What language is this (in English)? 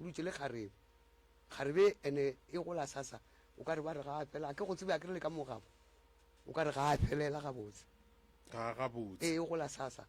Northern Sotho